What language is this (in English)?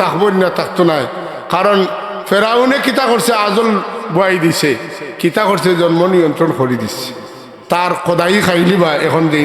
Sylheti